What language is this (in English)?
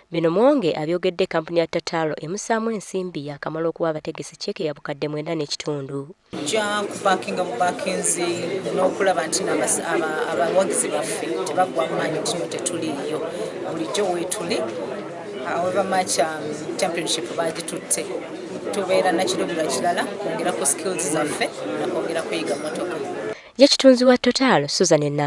Ganda